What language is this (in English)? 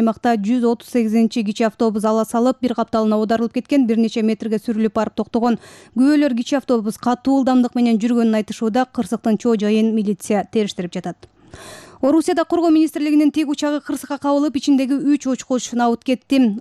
Kyrgyz